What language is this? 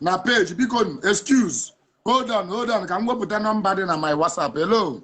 Igbo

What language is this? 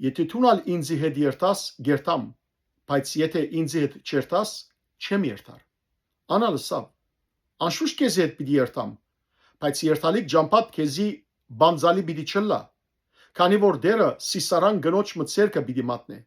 Western Armenian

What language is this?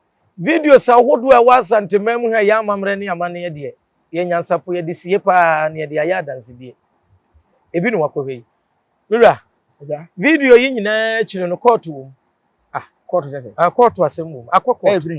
Akan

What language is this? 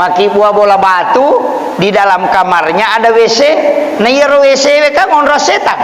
Buginese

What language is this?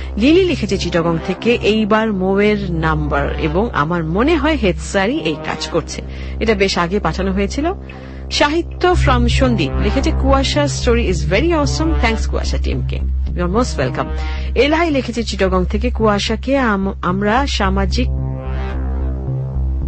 Bangla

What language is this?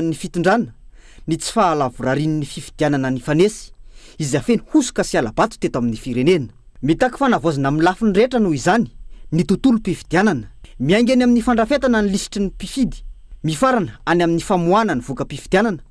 Malagasy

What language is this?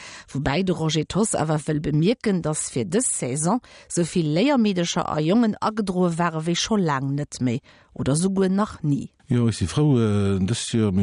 Luxembourgish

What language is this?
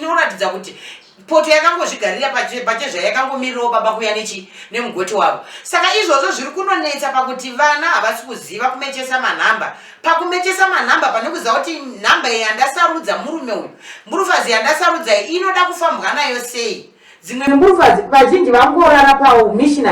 Shona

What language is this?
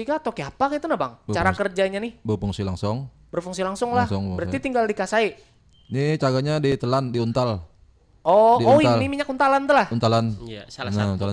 Banjar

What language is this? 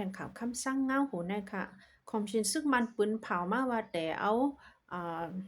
Shan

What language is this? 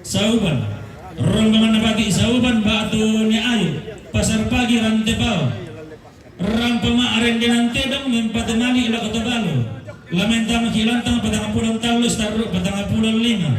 Toraja-Sa'dan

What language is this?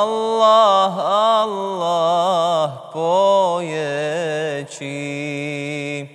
Bosnian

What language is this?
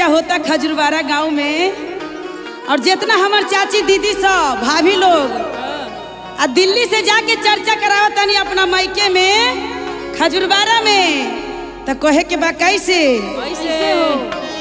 Bhojpuri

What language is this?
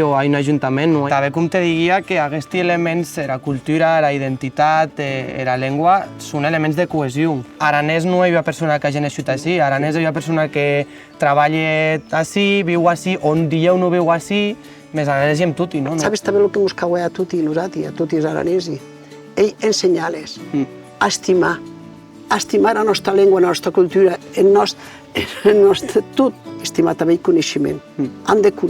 Occitan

